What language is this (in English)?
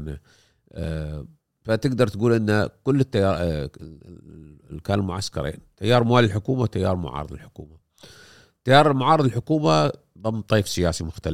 Gulf Arabic